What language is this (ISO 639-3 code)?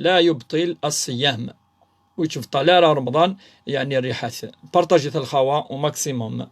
kab